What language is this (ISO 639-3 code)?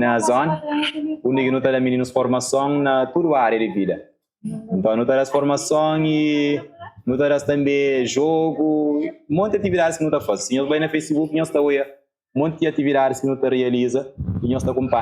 kea